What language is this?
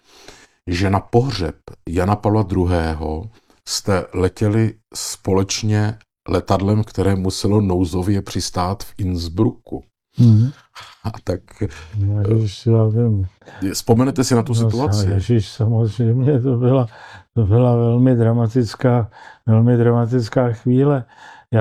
Czech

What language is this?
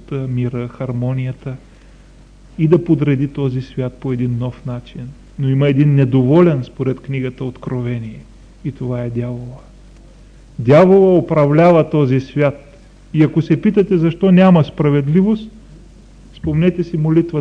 Bulgarian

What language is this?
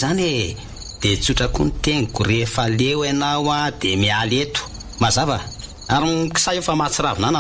Malagasy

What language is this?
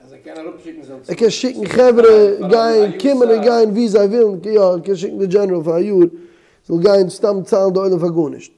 Yiddish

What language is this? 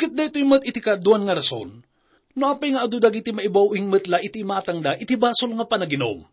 Iloko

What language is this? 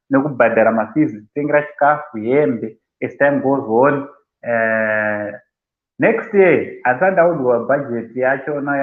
Shona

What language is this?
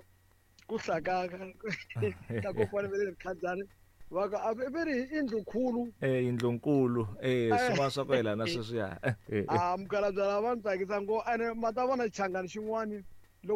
Tsonga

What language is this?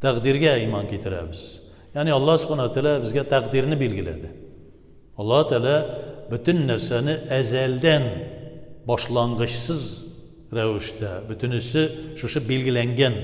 Tatar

